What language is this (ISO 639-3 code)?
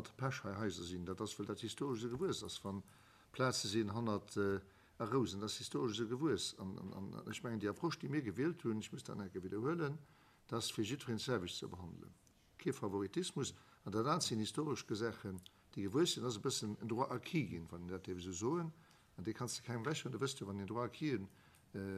ltz